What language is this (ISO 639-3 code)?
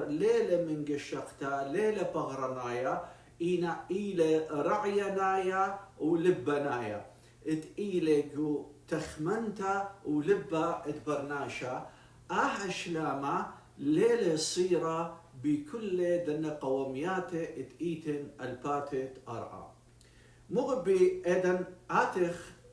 aii